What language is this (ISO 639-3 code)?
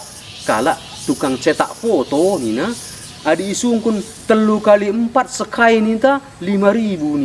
btx